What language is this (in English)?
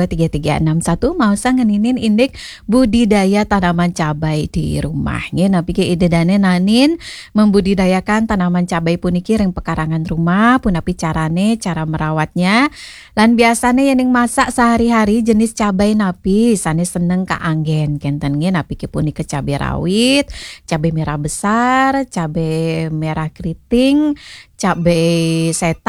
Balinese